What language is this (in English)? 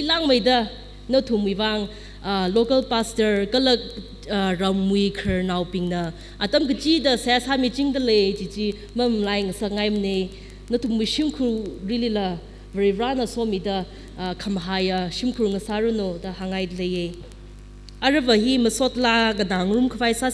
Tangkhul Naga (India)